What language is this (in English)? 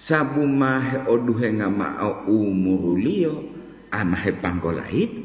Gorontalo